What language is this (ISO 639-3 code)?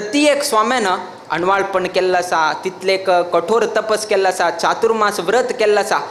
kok